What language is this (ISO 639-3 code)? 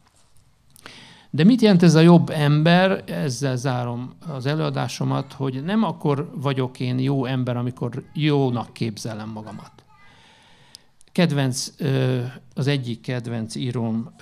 hun